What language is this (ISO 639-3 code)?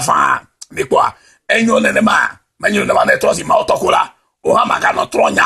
ewe